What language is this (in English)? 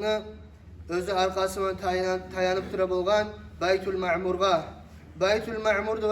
Kumyk